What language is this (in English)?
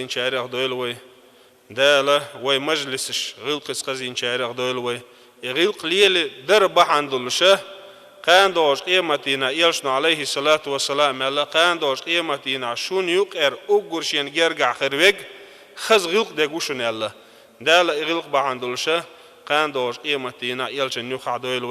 Chechen